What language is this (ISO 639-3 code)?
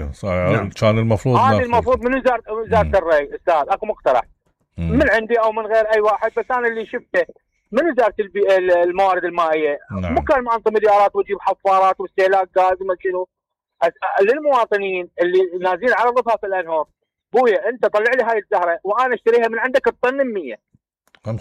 acm